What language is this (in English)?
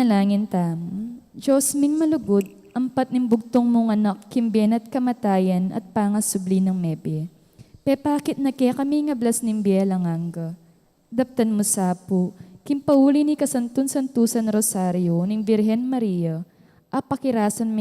Pampanga